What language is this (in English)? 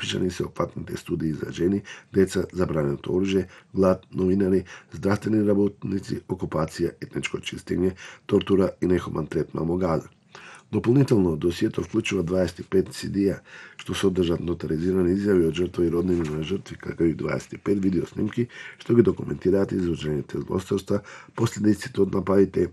Macedonian